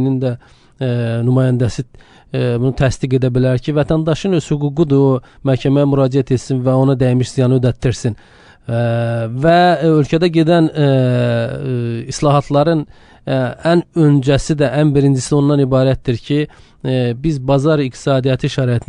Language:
Azerbaijani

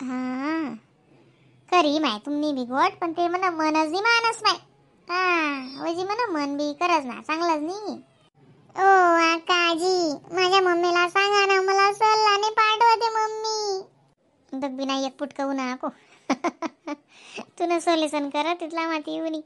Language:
Khandesi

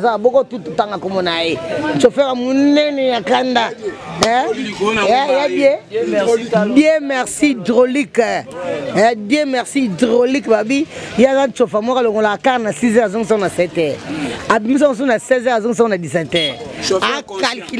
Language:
Lingala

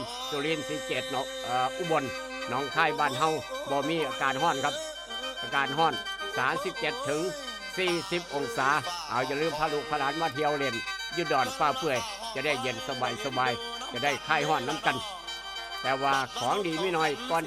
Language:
Northeastern Thai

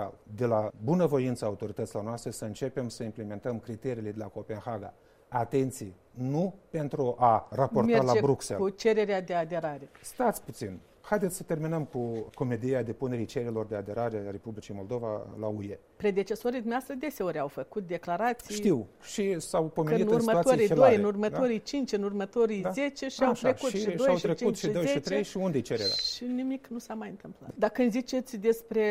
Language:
Romanian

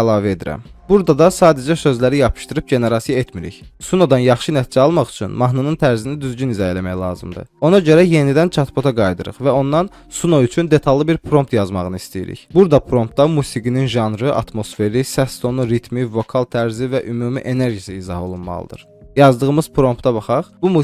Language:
Azerbaijani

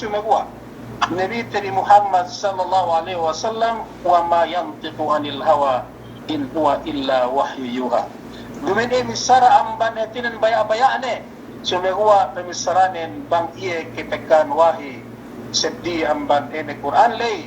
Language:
Yakan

